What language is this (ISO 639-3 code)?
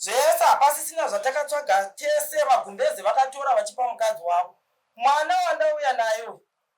sna